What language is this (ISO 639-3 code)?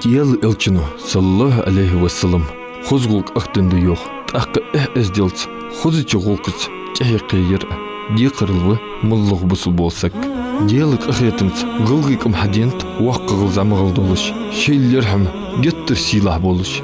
inh